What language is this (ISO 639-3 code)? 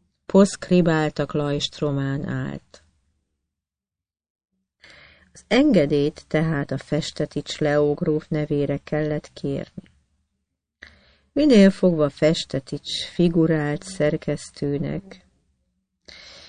hun